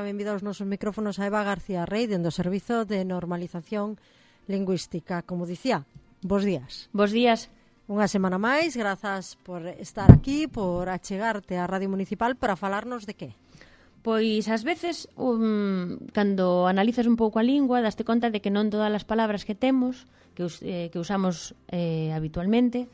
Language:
Galician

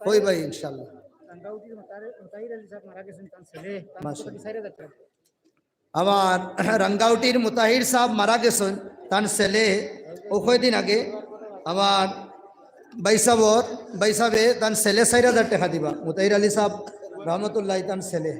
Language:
Sylheti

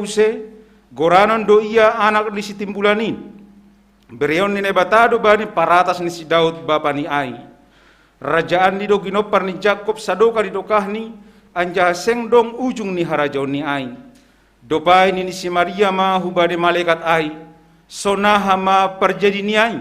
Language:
Batak Simalungun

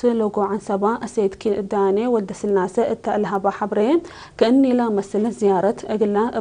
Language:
Tigre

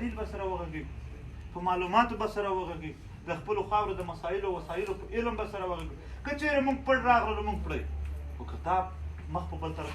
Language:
Pashto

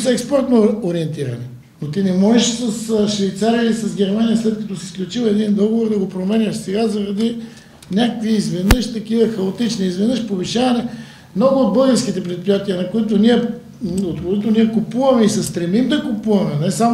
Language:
Bulgarian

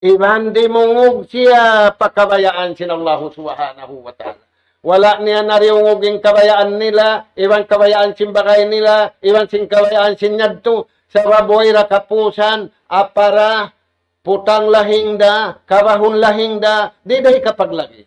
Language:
Tausug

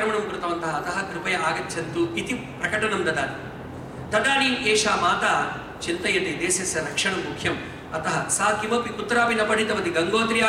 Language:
Sanskrit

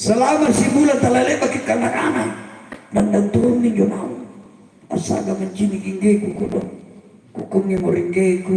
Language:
Makasar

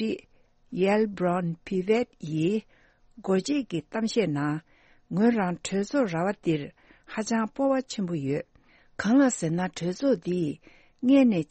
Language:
Tibetan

